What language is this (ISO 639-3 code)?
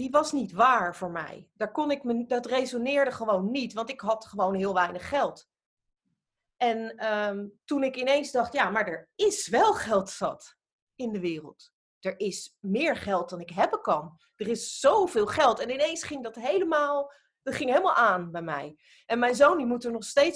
nld